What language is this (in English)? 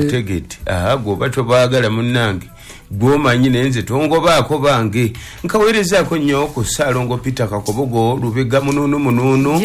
Ganda